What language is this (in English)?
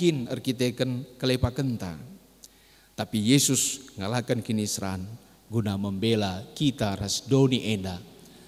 Batak Karo